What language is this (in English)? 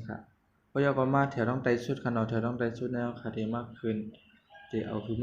Shan